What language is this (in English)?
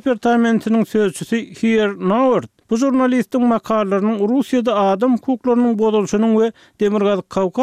Turkmen